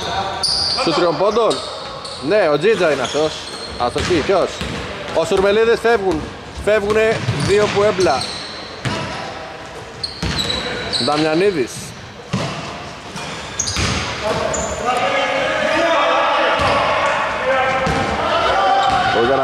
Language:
Greek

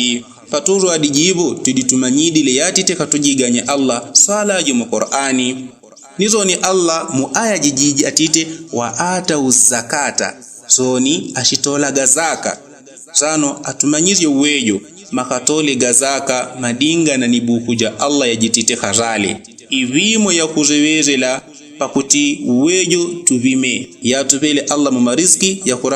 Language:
Yao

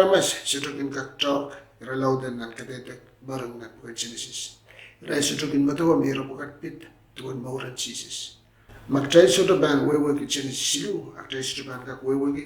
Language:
Pohnpeian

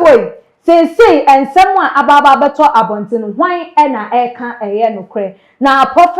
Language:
Akan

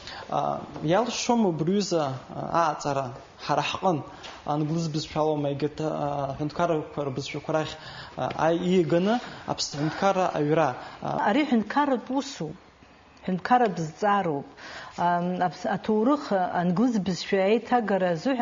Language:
Abkhazian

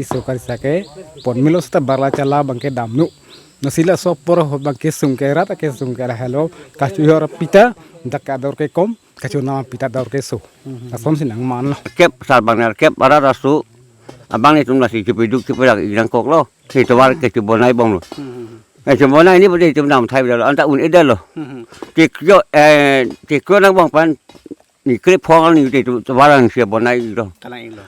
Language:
Karbi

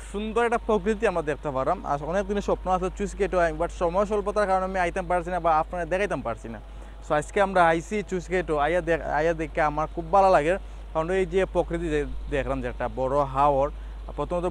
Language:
Sylheti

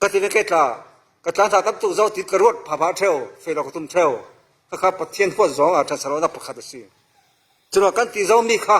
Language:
Falam Chin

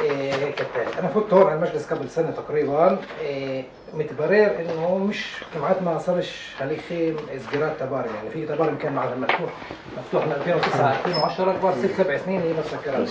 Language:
North Levantine Arabic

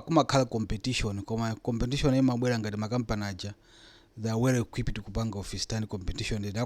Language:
Nyanja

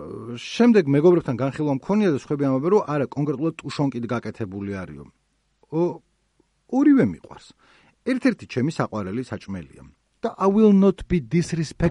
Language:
Georgian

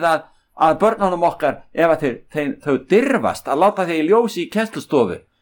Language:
Icelandic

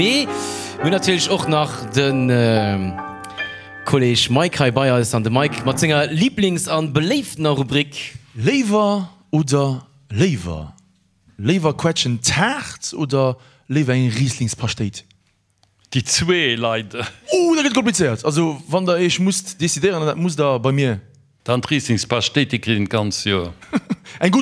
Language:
Luxembourgish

